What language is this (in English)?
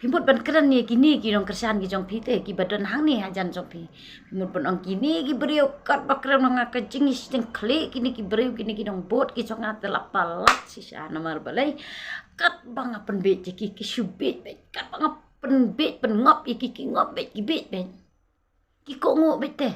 Khasi